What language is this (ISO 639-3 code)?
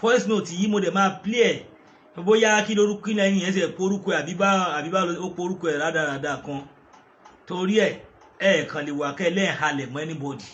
yor